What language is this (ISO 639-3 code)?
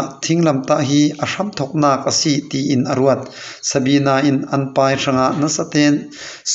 cfm